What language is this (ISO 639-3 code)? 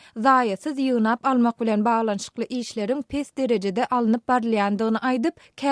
tuk